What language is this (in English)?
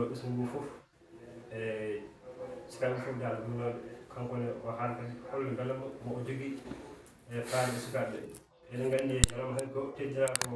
Fula